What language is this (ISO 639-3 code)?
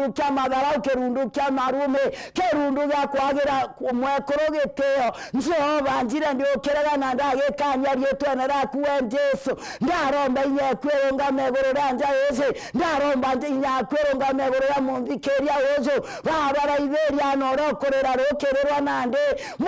mer